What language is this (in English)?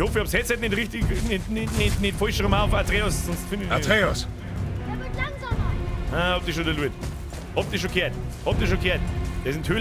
Bavarian